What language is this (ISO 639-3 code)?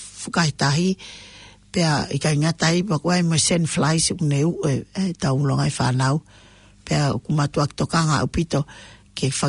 ton